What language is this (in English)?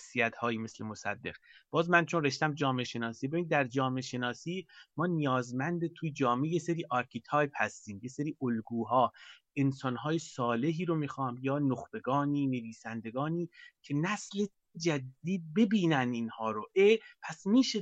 Persian